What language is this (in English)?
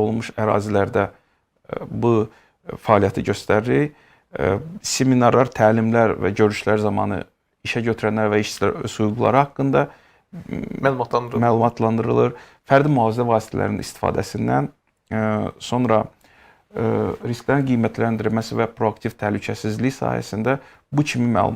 Azerbaijani